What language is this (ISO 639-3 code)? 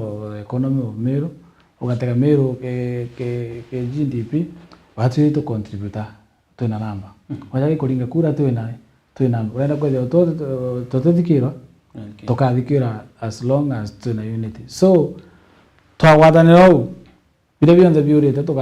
mer